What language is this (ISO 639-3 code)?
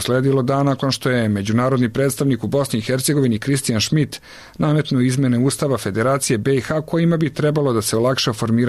srp